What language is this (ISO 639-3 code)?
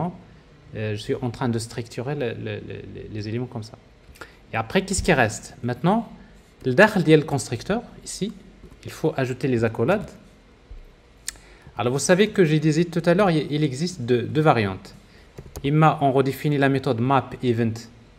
fra